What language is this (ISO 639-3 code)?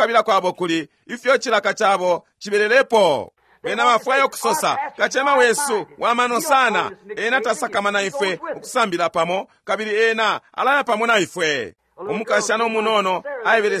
bem